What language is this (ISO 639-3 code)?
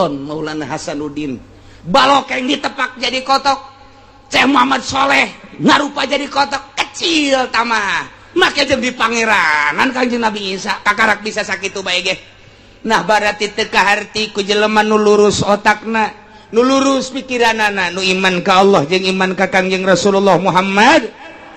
sun